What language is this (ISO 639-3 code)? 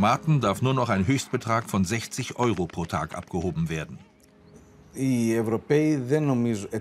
deu